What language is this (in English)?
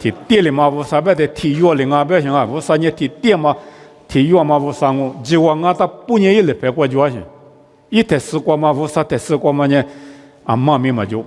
Lisu